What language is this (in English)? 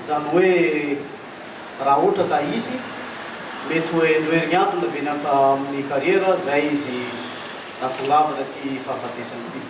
Malagasy